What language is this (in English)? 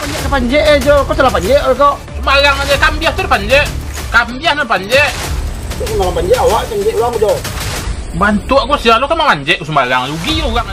Minangkabau